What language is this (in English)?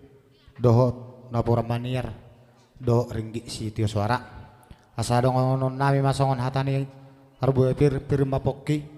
Batak Toba